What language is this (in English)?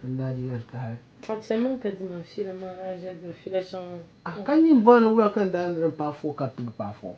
Dagbani